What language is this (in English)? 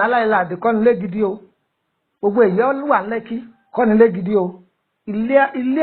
Yoruba